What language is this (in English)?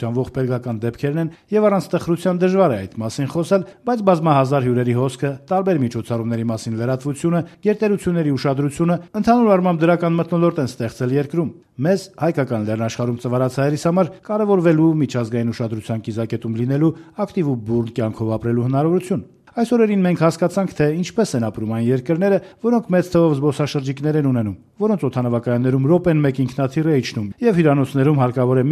Armenian